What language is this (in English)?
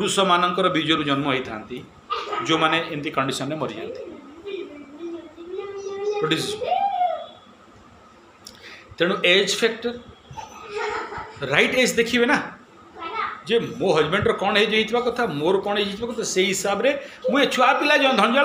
Odia